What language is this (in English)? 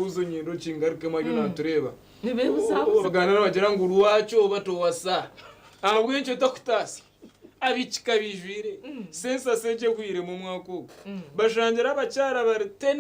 Nyankole